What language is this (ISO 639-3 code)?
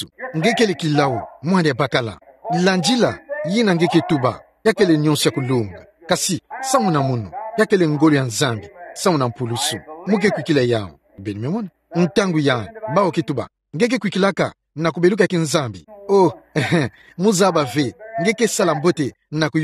ktu